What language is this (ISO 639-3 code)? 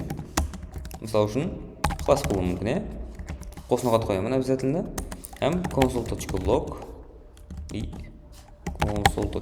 kaa